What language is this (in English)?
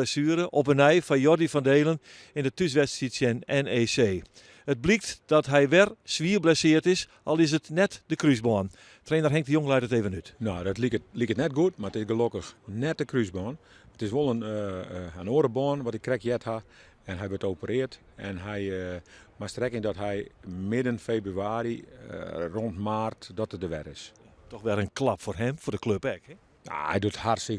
Western Frisian